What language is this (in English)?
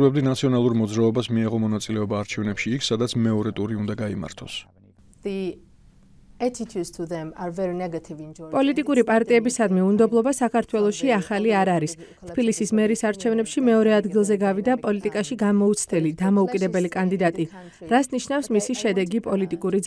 Georgian